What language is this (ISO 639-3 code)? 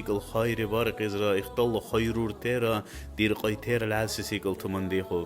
dar